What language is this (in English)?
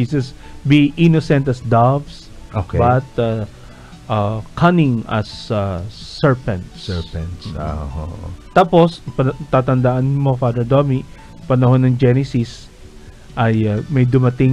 Filipino